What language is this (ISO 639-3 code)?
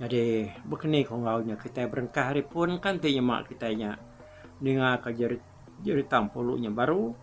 iba